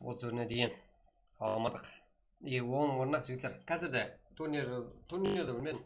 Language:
Kara-Kalpak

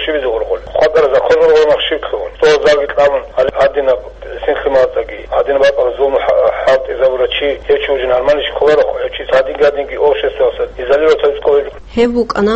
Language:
Avaric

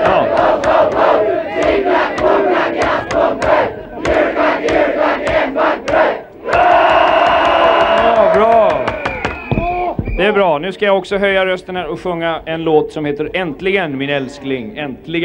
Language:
Swedish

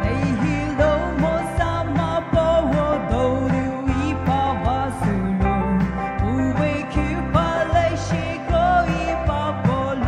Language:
Poumei Naga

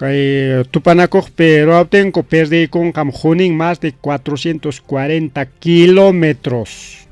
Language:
Ayacucho Quechua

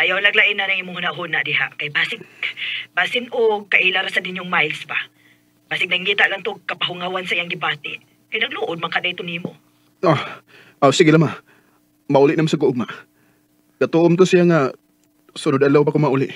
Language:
Cebuano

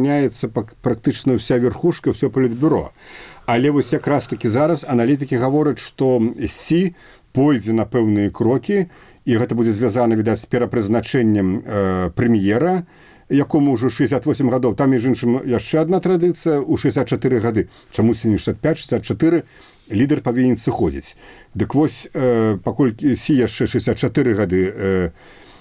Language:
Belarusian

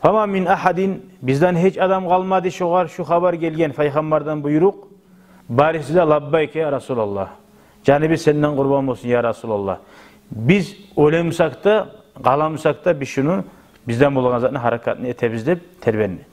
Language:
Kumyk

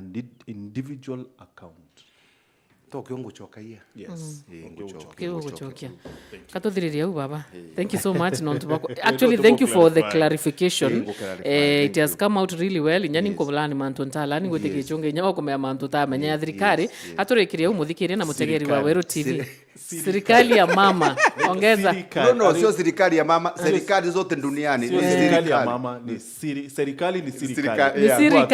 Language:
Meru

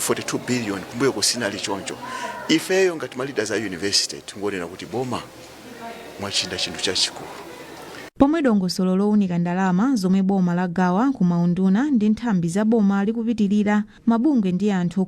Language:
Nyanja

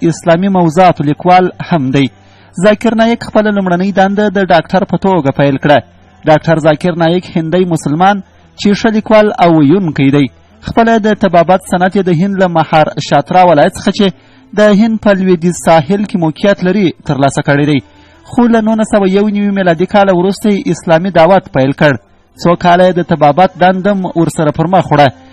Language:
Pashto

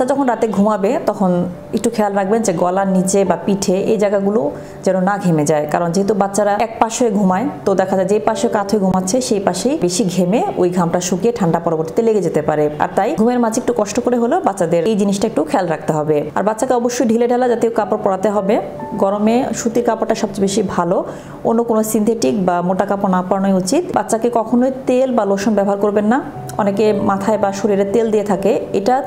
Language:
Bangla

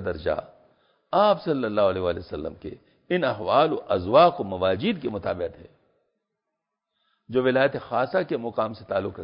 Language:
Urdu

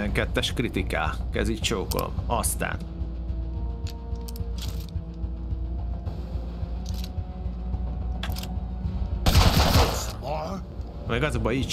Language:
Hungarian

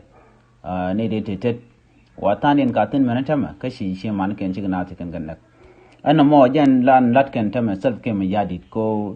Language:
Nuer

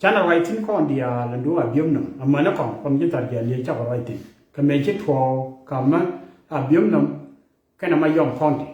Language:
Nuer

